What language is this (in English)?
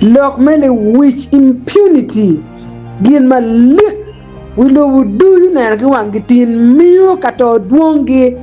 Acoli